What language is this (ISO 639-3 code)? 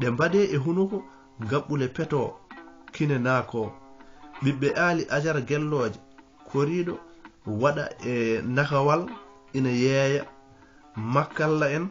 ful